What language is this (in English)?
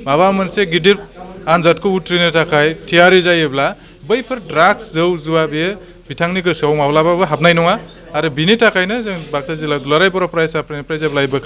Bodo